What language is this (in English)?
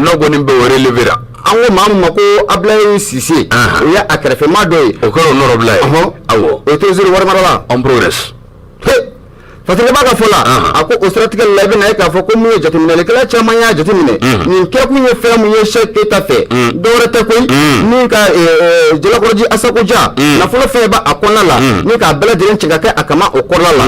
Bambara